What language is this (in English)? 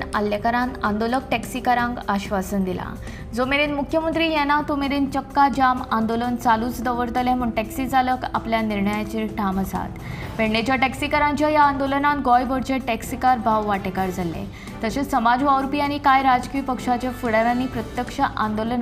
Konkani